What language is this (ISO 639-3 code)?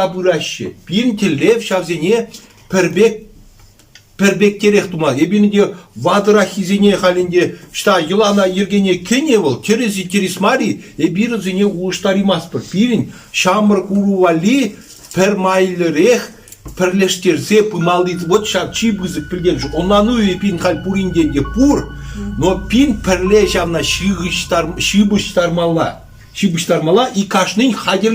chv